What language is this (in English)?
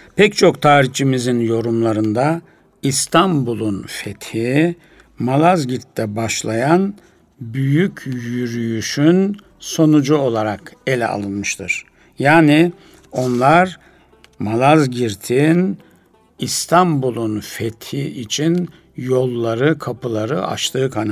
Turkish